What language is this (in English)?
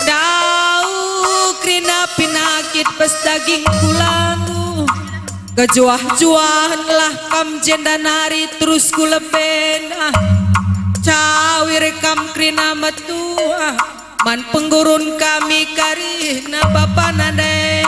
Batak Karo